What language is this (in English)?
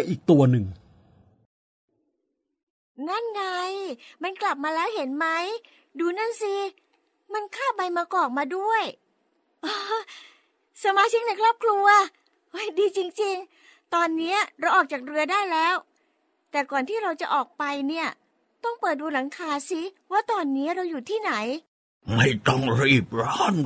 Thai